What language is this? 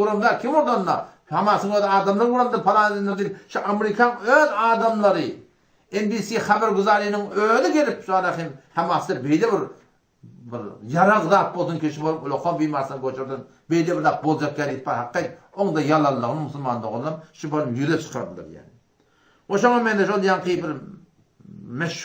Turkmen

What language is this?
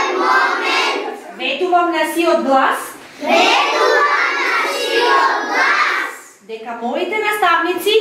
Macedonian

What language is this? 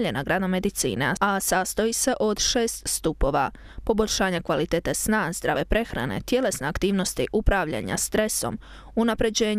Croatian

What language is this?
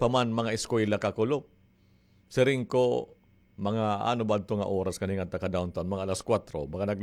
Waray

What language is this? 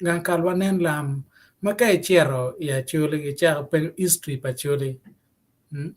Acoli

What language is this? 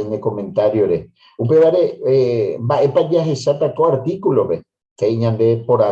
Guarani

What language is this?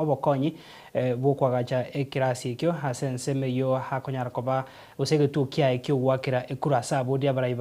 Gusii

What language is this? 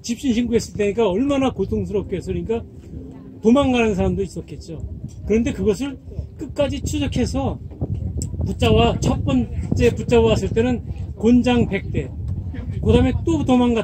Korean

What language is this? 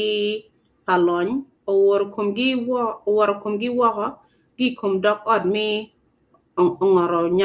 Acoli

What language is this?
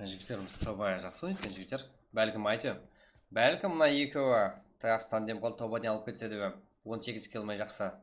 Kara-Kalpak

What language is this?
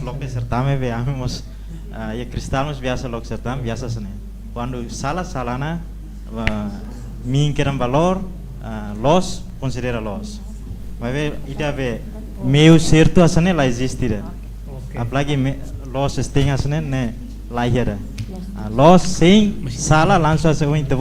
Tetum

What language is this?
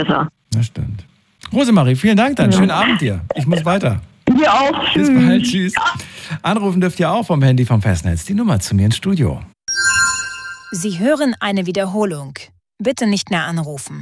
German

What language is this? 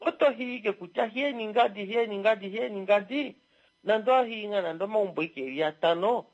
Kuanyama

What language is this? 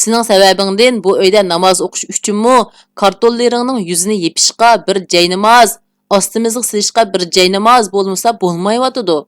Uyghur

